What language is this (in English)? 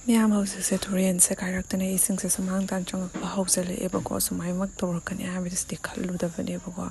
Manipuri